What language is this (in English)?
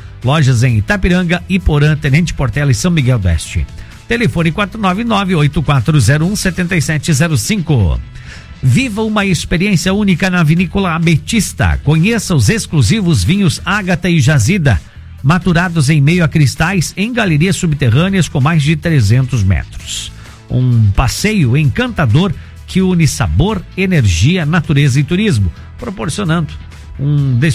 Portuguese